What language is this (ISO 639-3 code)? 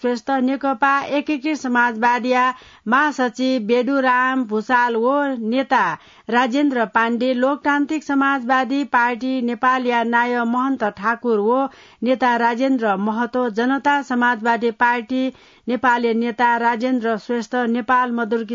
new